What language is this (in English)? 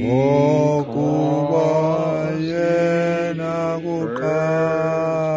Xhosa